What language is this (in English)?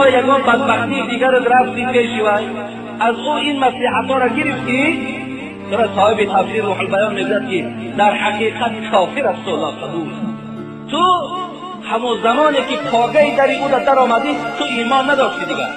Tajik